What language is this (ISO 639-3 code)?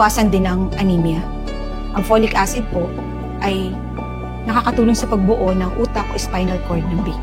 fil